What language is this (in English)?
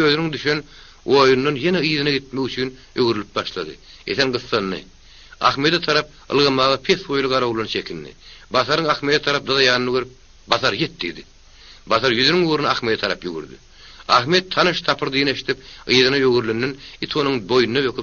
Turkmen